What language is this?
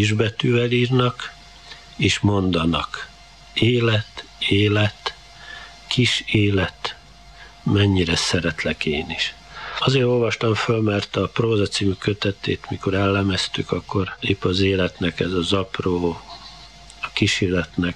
Hungarian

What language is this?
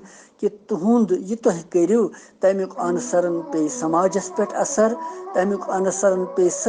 Kashmiri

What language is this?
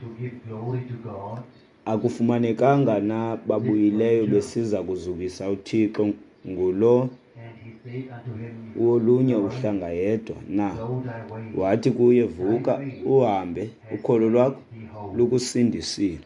Xhosa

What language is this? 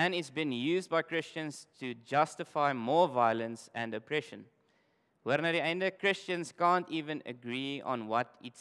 Afrikaans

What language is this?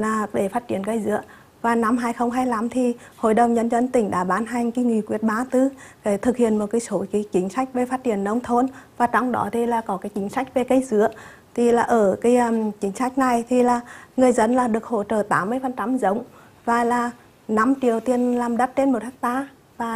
Vietnamese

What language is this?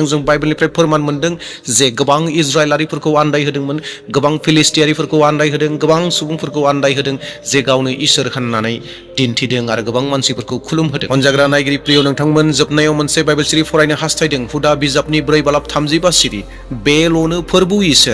Bodo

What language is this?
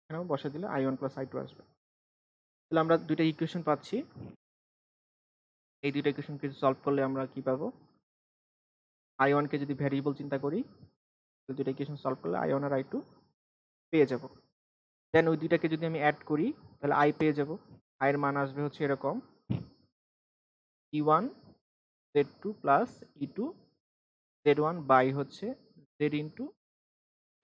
Bangla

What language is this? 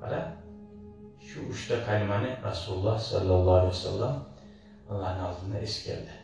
Kumyk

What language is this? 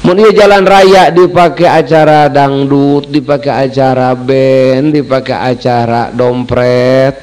Sundanese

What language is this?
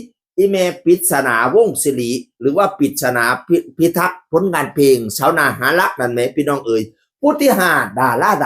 Northeastern Thai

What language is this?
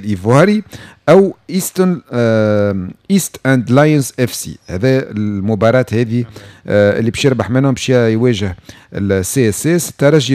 Tunisian Arabic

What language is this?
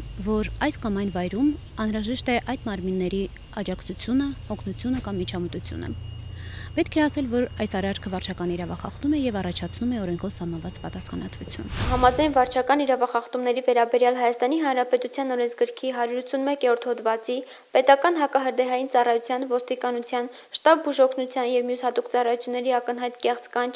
Armenian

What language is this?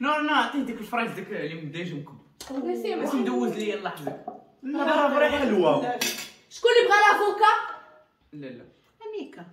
Moroccan Arabic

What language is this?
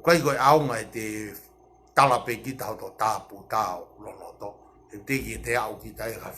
Tongan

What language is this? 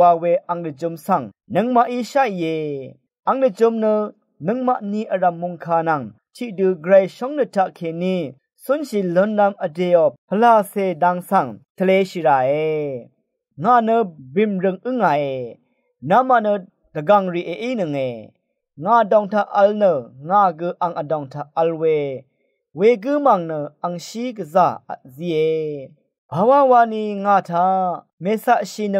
Rawang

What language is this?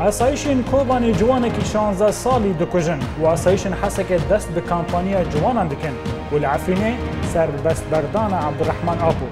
Kurdish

